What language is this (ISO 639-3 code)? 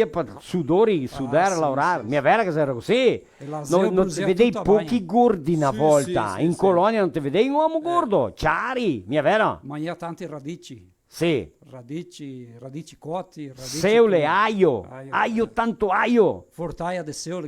vec